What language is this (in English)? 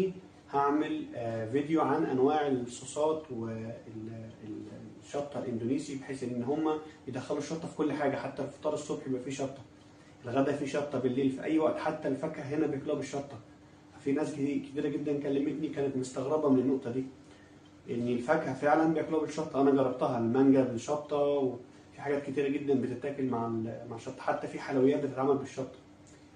Egyptian Arabic